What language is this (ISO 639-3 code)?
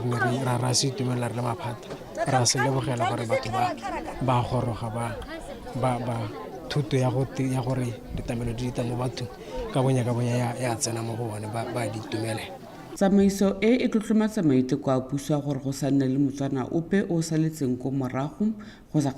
tsn